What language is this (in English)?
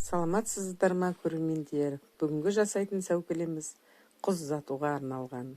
Kazakh